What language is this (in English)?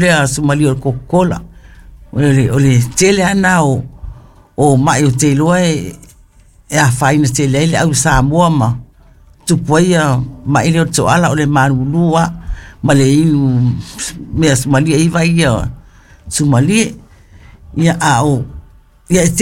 Samoan